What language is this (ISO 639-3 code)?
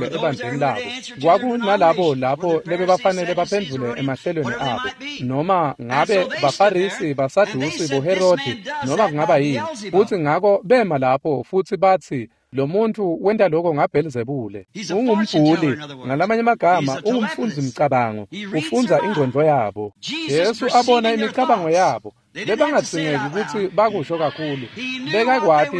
ssw